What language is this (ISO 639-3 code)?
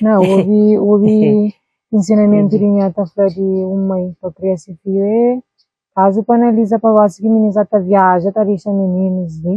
kea